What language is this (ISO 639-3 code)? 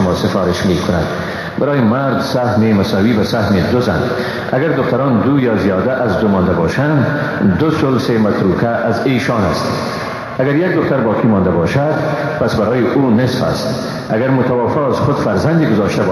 fas